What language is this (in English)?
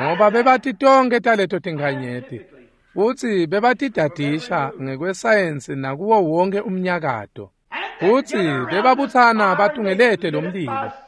Swati